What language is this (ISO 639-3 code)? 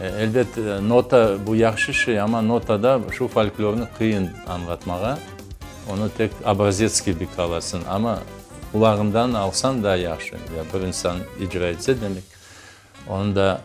crh